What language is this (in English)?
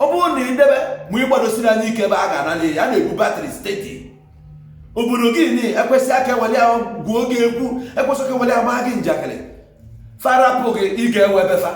Igbo